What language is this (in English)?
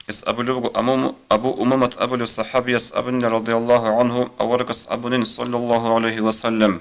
Avaric